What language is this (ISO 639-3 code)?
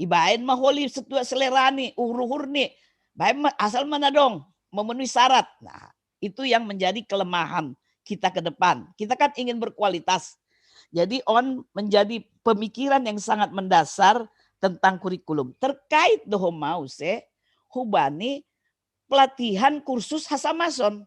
bts